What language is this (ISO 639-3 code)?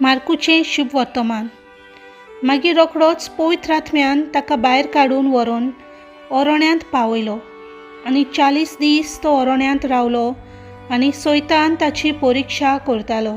kok